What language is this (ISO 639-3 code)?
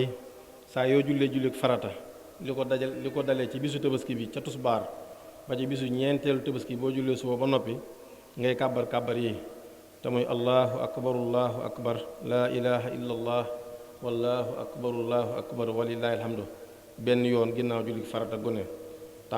wol